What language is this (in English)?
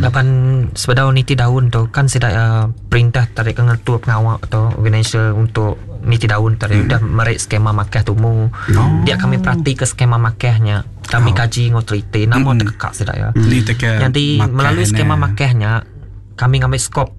Iban